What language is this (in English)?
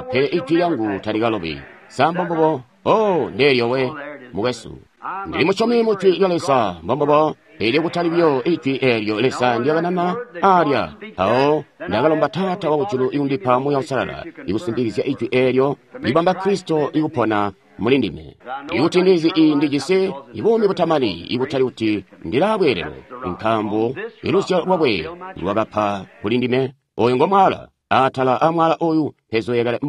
Tonga (Zambia)